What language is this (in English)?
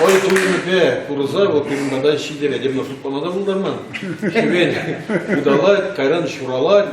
Chuvash